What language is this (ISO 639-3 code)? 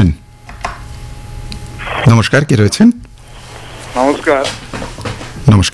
ben